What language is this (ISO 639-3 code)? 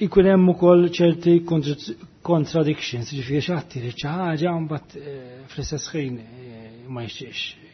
mlt